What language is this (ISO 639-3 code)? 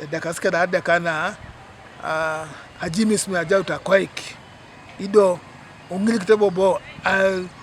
teo